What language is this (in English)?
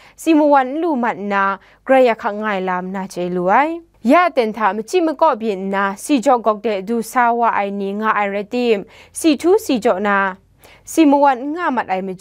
Kachin